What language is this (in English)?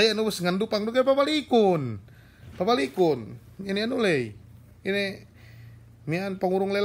Yakan